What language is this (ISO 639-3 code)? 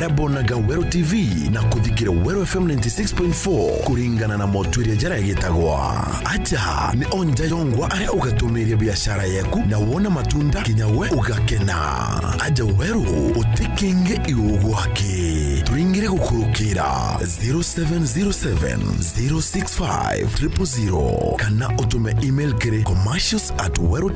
mer